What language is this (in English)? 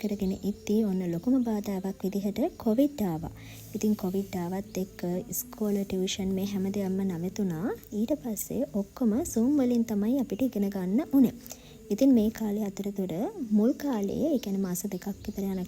Sinhala